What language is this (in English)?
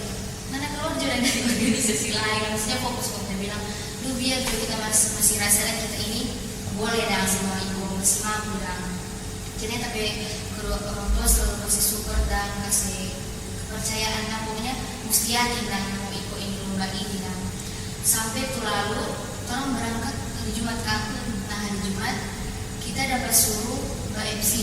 Manado Malay